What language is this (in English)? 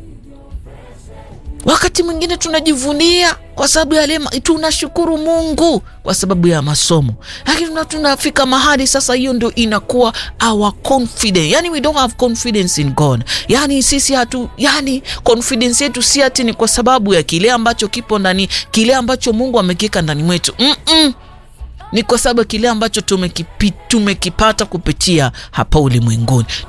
Swahili